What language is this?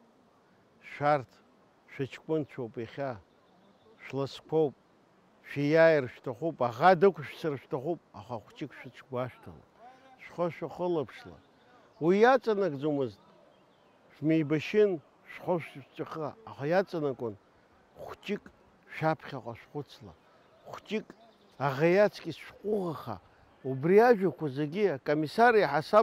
Abkhazian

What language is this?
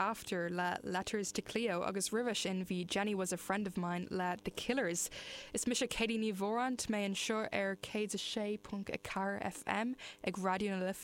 Irish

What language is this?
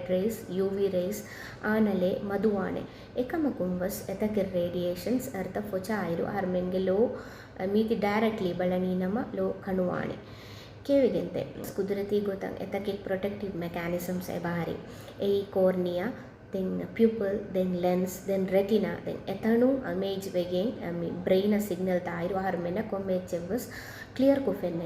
Divehi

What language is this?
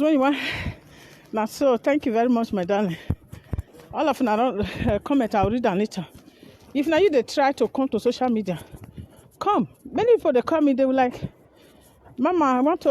Nigerian Pidgin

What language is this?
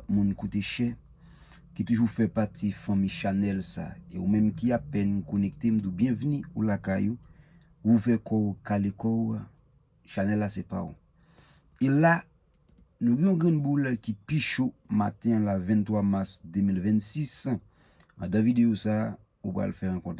Haitian Creole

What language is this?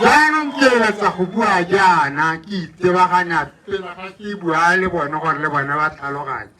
Tswana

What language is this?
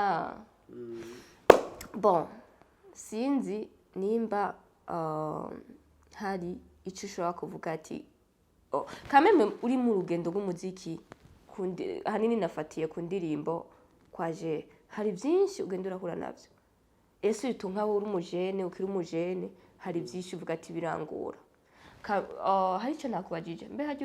Rundi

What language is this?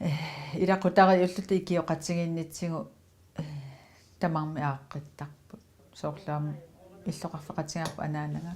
Kalaallisut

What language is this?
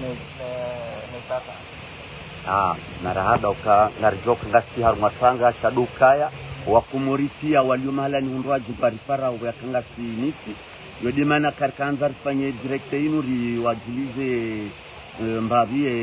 Ngazidja Comorian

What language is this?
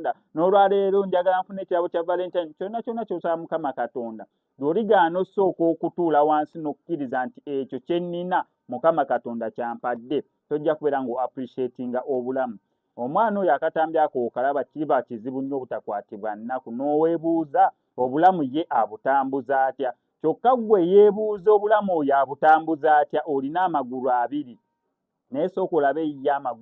Ganda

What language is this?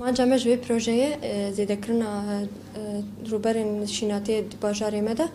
Kurdish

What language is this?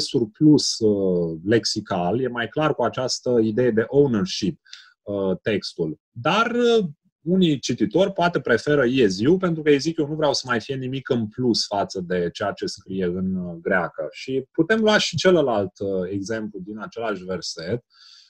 Romanian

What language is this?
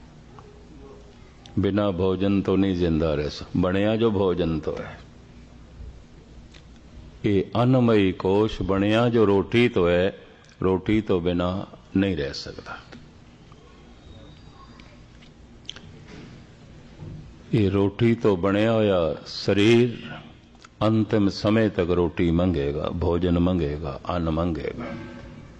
Punjabi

